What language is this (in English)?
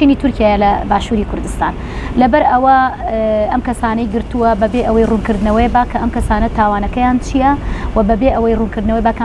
Central Kurdish